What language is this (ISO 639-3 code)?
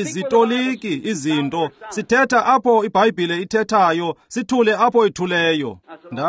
xho